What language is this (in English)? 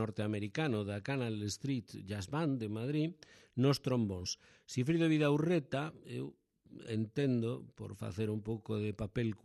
Galician